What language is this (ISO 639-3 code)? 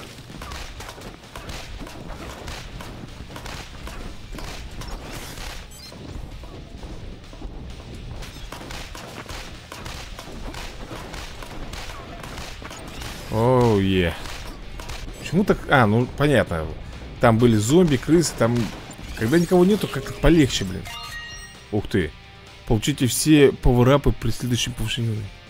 rus